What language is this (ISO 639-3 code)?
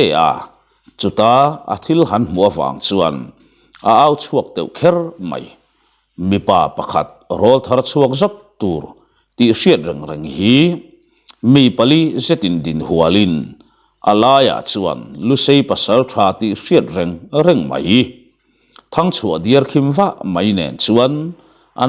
lus